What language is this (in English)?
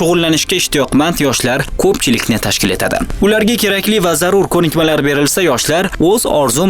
Uzbek